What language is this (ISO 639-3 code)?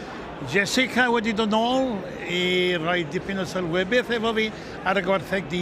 cym